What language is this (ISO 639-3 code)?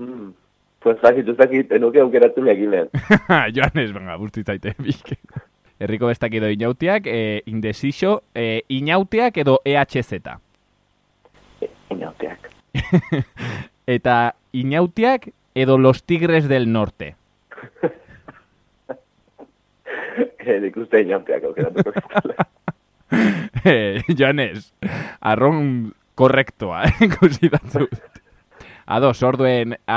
eus